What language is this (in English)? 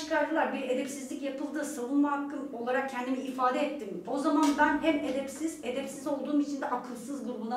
Turkish